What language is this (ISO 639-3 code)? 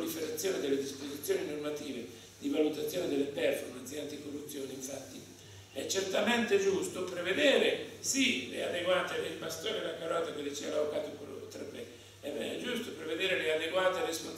ita